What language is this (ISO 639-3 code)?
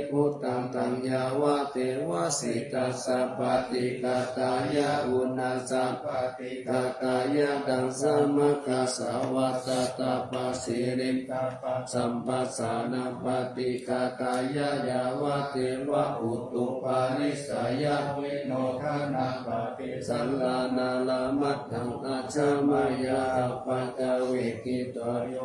pli